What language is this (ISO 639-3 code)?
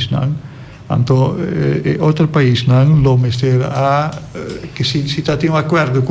pap